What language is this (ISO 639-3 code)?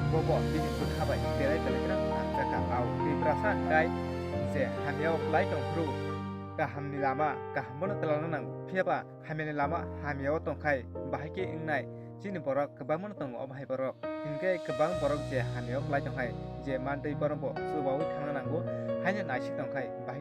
trp